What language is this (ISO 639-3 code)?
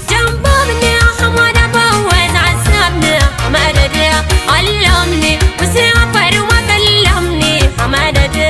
fub